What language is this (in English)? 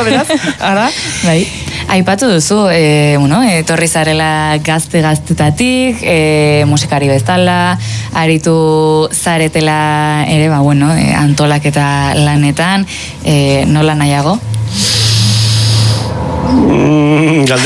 Basque